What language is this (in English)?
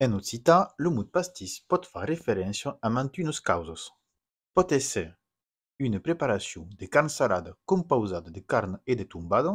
Occitan